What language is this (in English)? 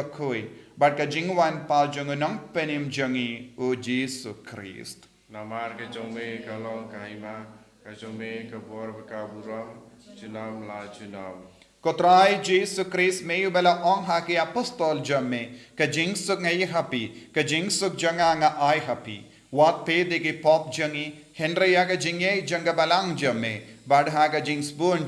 Khasi